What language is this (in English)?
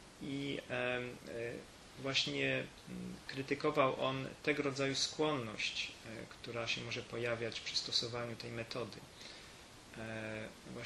Polish